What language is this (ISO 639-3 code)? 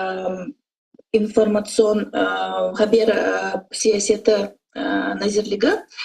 crh